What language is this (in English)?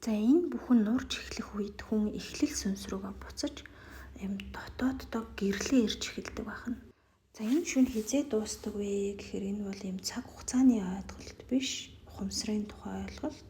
Mongolian